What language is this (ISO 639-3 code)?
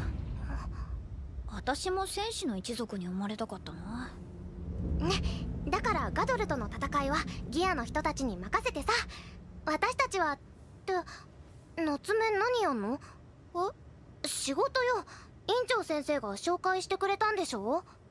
jpn